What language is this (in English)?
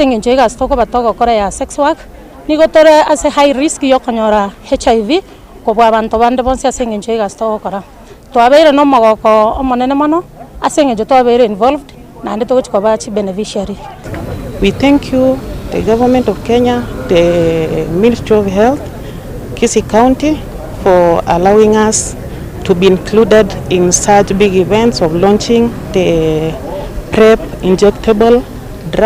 Gusii